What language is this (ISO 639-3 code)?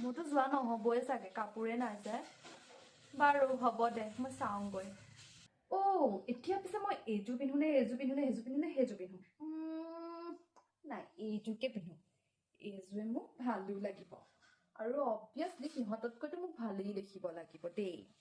asm